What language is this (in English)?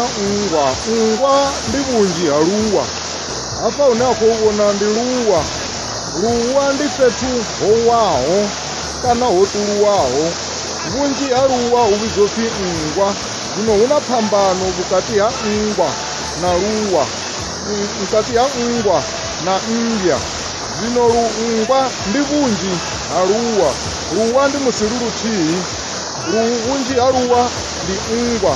Venda